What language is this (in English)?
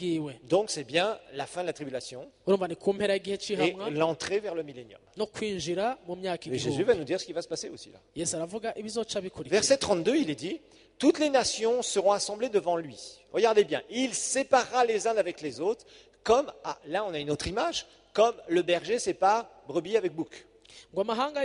French